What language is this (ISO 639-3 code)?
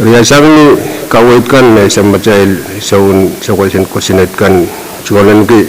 pon